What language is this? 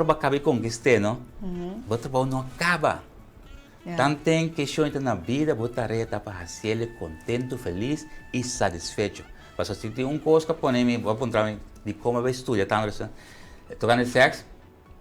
Papiamento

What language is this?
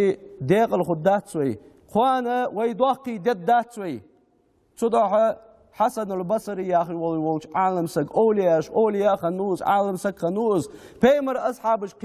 Ingush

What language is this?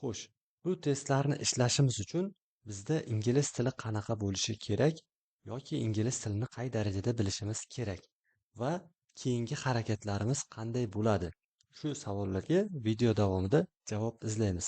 Uzbek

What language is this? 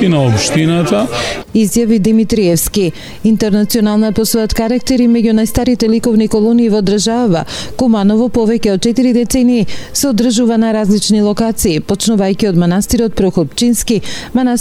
Macedonian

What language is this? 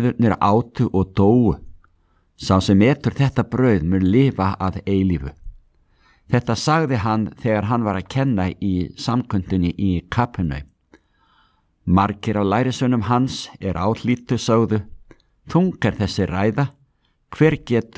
Icelandic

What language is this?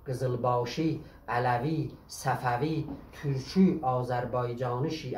South Azerbaijani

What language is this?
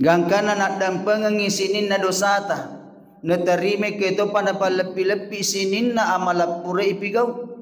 Buginese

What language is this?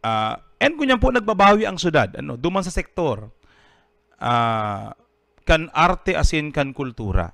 Bikol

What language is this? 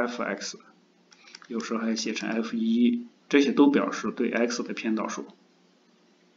Chinese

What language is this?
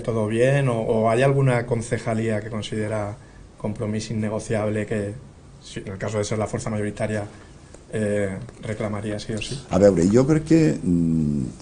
Catalan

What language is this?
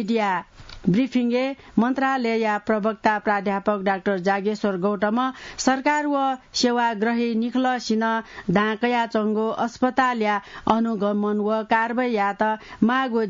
Newari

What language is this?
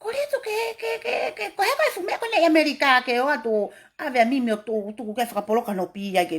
Tongan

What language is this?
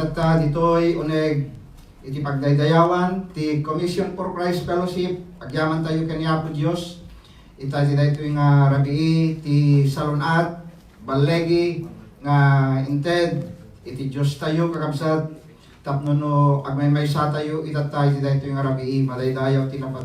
Iloko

